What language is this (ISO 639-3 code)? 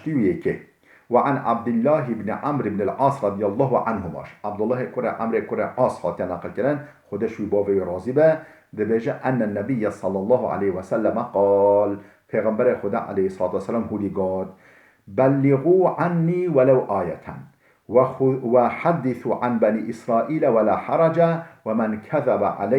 kur